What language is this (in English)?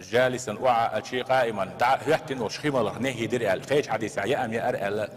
Chechen